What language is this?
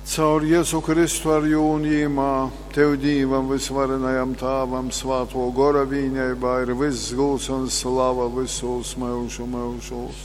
Latgalian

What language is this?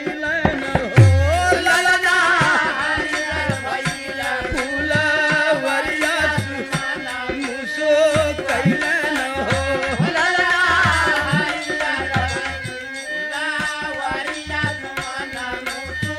Bhojpuri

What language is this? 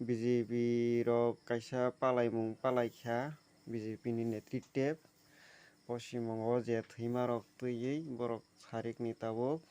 Kok Borok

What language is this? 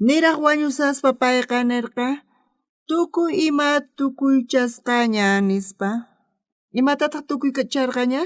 South Bolivian Quechua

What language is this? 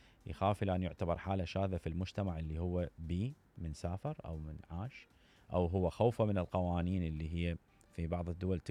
Mesopotamian Arabic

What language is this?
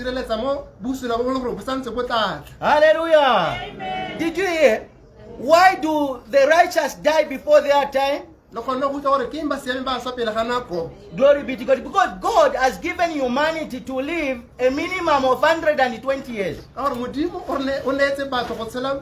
Tswana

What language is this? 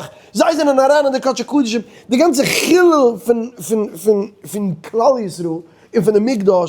Yiddish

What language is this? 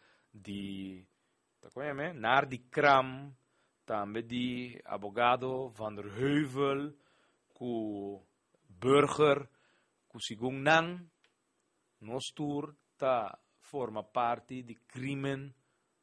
Papiamento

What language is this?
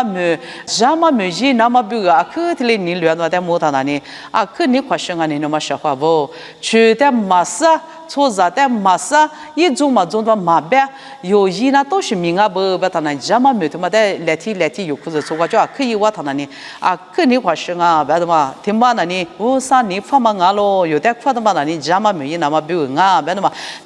Lisu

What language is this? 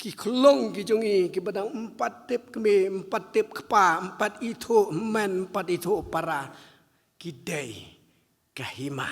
Khasi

